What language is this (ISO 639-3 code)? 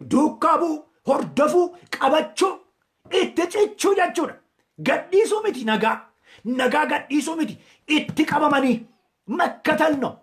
orm